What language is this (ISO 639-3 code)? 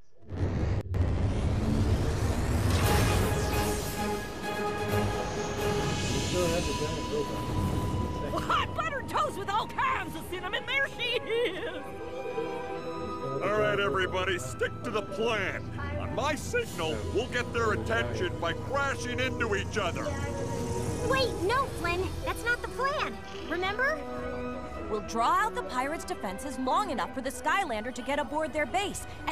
eng